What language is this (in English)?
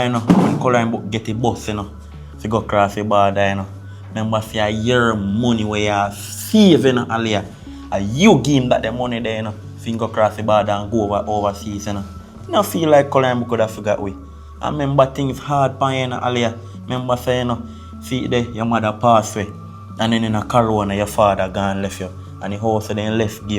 Jamaican Creole English